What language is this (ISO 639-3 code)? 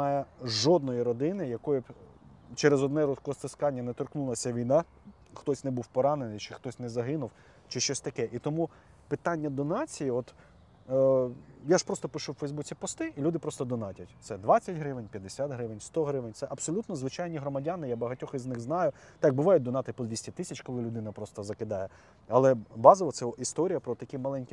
ukr